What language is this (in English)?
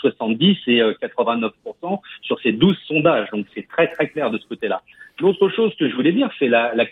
French